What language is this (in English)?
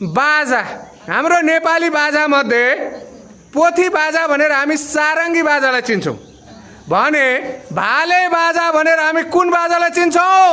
Nepali